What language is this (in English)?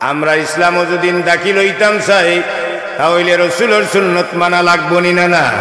Sylheti